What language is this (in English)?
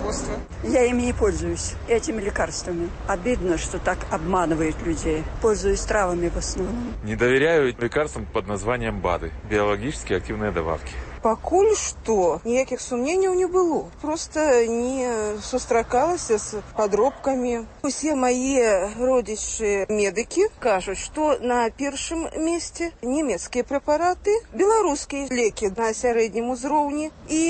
Belarusian